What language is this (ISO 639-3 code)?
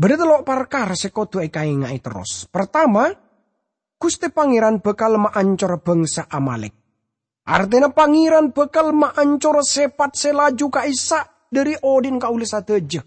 mad